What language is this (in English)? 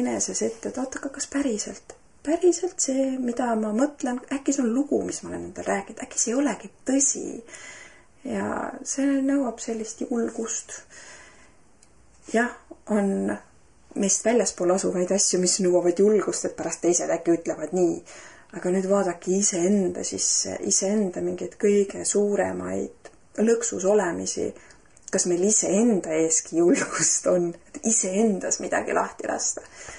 Estonian